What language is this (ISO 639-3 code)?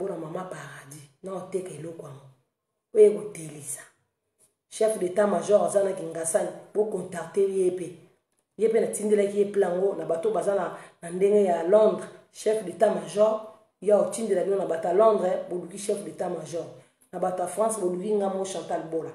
lin